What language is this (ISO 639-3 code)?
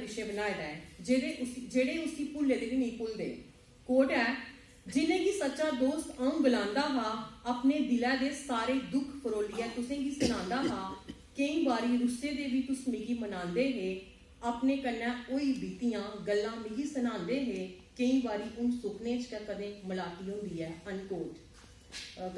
doi